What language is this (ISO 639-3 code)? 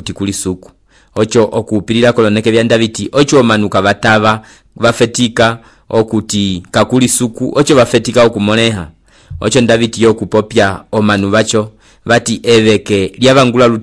umb